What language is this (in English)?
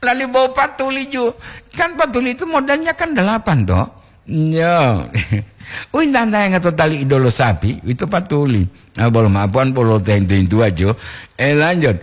Gorontalo